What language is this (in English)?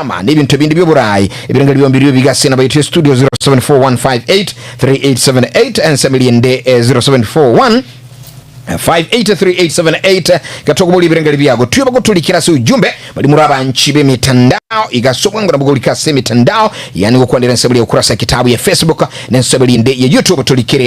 Gusii